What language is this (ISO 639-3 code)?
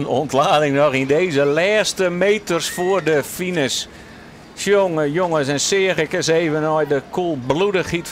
fry